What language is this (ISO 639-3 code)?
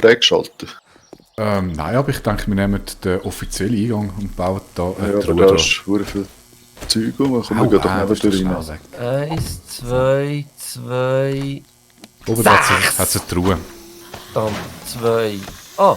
gsw